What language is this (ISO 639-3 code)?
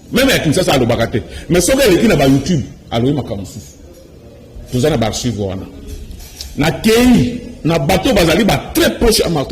lin